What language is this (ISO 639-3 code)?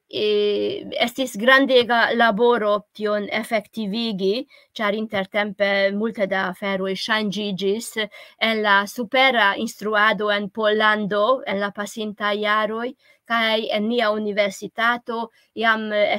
epo